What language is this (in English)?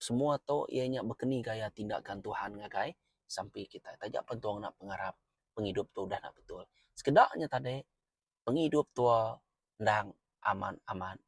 Iban